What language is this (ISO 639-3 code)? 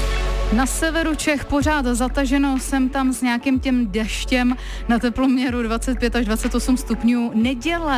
ces